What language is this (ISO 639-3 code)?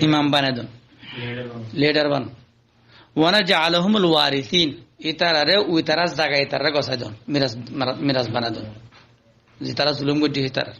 rhg